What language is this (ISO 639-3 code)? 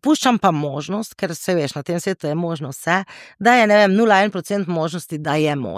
slv